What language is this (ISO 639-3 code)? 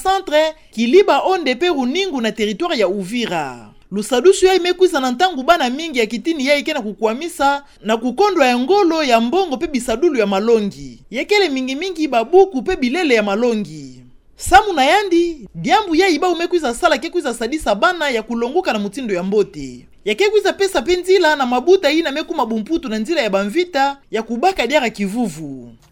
ktu